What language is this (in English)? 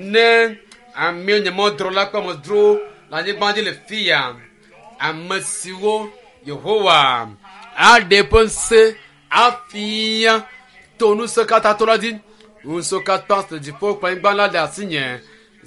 Ewe